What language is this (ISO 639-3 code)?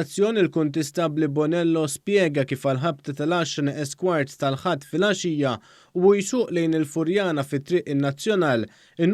mlt